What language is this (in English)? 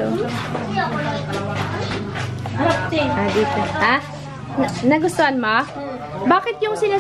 Filipino